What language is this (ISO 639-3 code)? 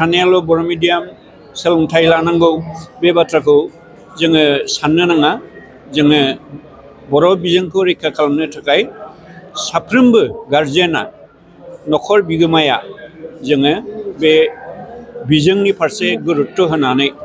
brx